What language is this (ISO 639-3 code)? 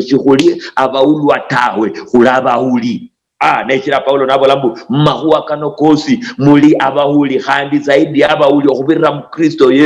luy